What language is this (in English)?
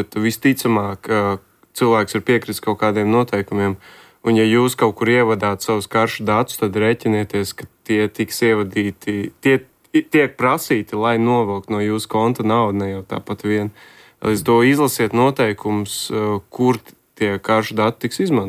Latvian